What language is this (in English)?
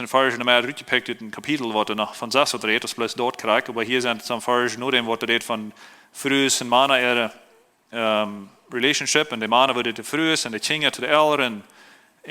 Plautdietsch